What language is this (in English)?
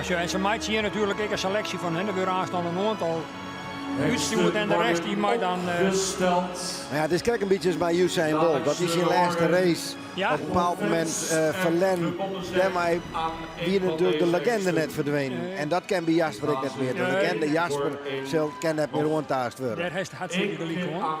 Western Frisian